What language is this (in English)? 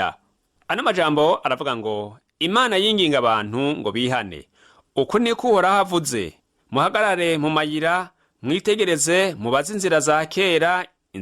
Rundi